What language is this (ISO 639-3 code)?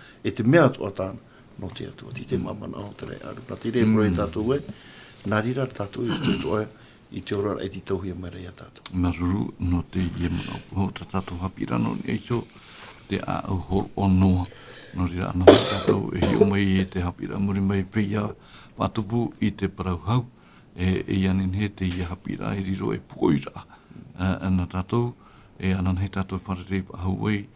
tah